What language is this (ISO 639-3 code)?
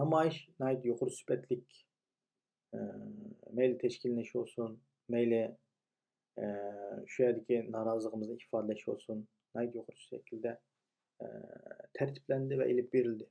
uig